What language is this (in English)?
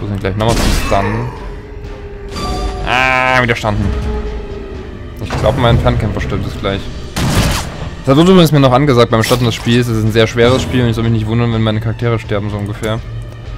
German